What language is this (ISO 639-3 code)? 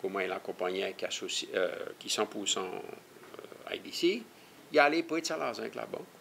crs